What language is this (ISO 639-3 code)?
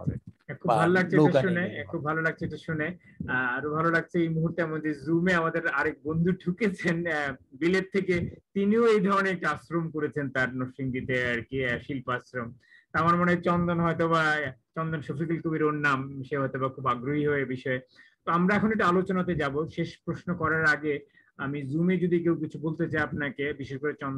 ben